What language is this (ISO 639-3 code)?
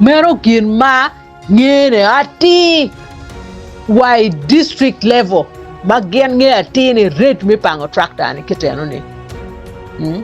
ach